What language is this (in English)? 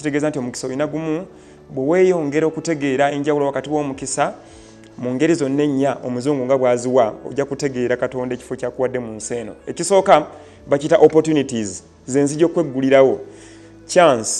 Ganda